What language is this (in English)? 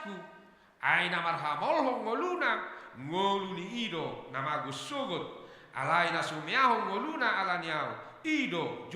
Batak Toba